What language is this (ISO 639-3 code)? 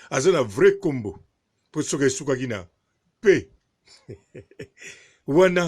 lin